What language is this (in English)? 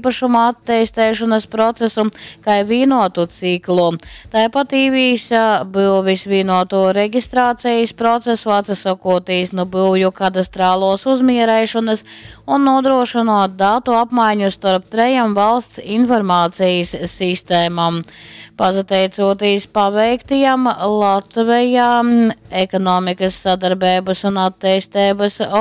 Latgalian